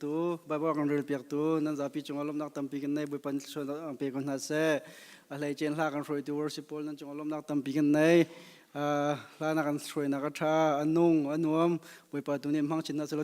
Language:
Hakha Chin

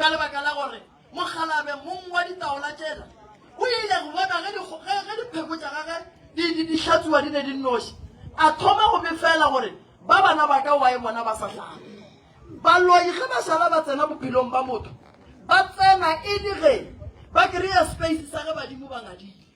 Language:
Northern Sotho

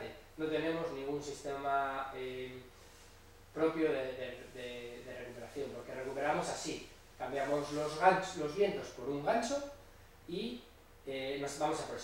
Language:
Spanish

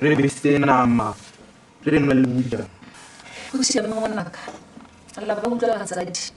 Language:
Tswana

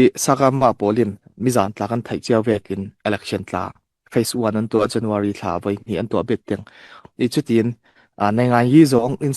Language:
Falam Chin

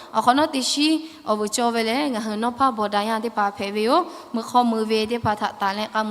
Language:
Lahu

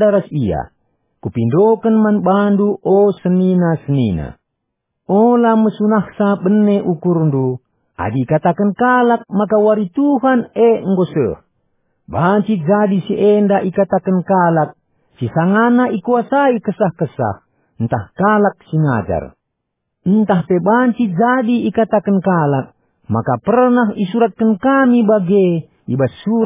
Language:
Batak Karo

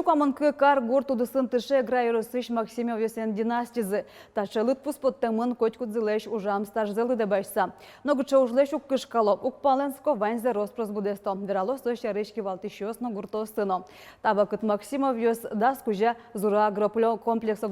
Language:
Udmurt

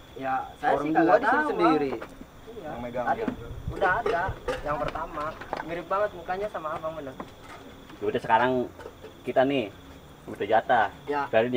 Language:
Betawi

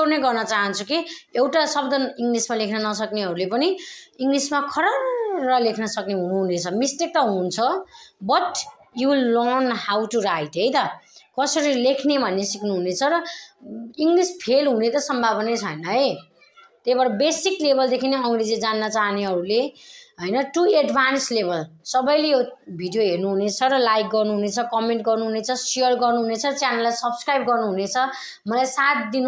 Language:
Nepali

